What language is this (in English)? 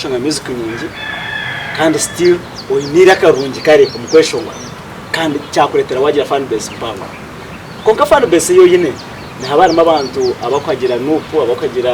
Nyankole